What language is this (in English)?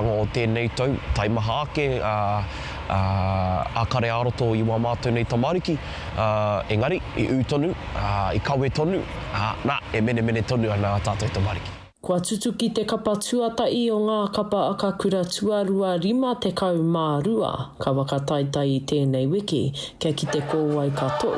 Māori